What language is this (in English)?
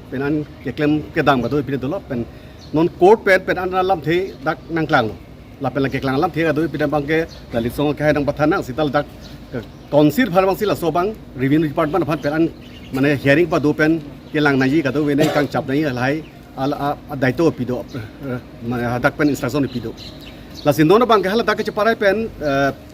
Karbi